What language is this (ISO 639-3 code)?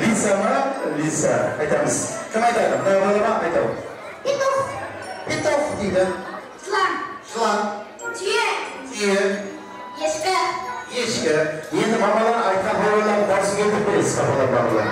kaa